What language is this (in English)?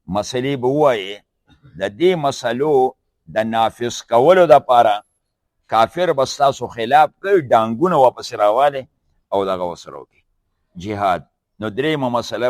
Pashto